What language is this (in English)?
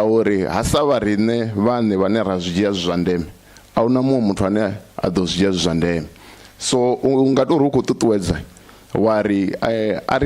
Venda